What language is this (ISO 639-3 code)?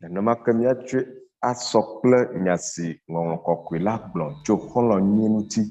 ewe